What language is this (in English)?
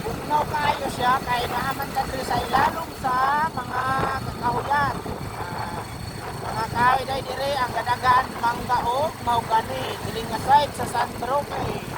Cebuano